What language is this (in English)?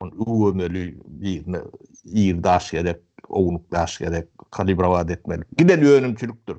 Turkmen